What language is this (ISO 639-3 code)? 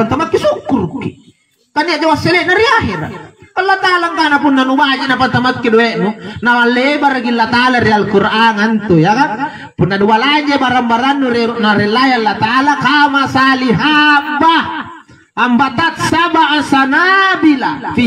mak